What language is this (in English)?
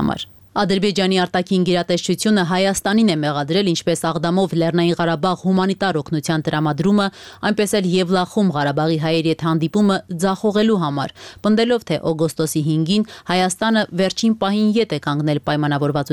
Armenian